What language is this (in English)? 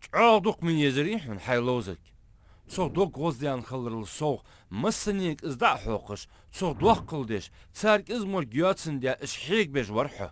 Ingush